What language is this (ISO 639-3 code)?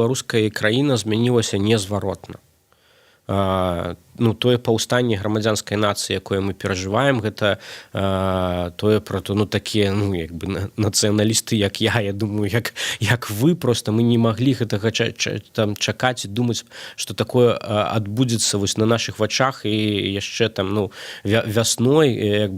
bel